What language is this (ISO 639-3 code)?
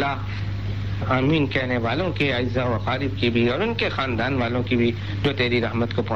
urd